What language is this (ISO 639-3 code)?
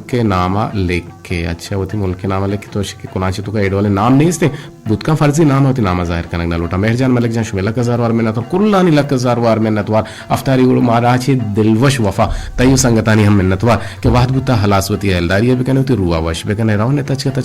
bgp